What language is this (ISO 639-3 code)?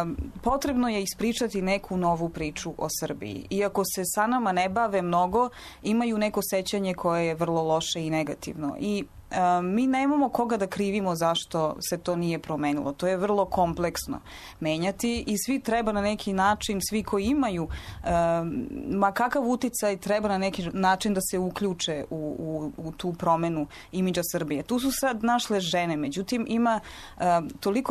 srp